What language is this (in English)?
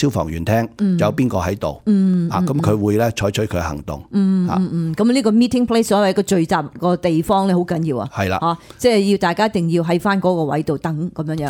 Cantonese